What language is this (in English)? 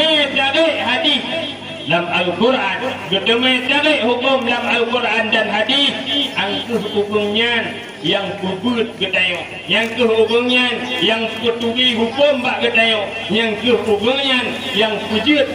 Achinese